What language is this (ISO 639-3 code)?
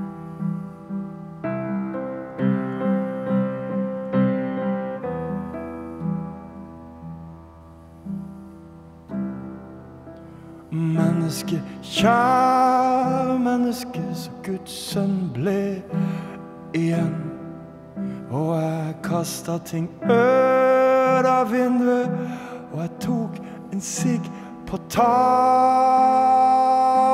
nor